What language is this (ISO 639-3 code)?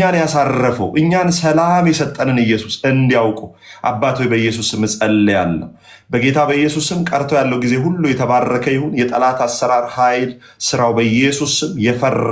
amh